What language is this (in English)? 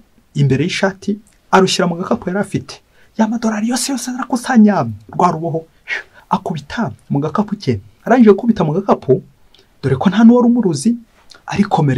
Kinyarwanda